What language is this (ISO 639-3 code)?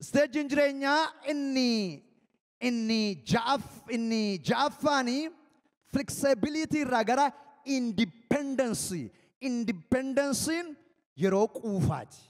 orm